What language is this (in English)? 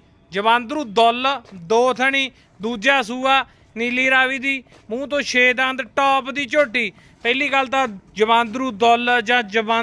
Punjabi